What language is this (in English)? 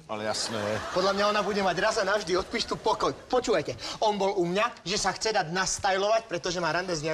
Slovak